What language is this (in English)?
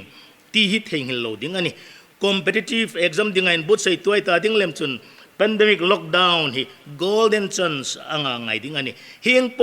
Hmar